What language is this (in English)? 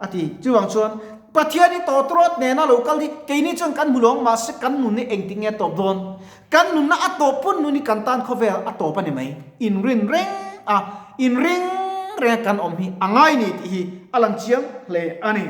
Mizo